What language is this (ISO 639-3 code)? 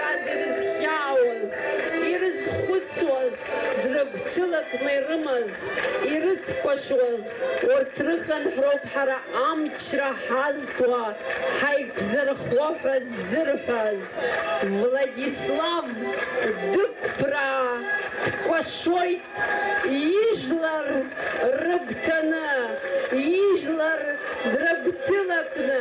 abk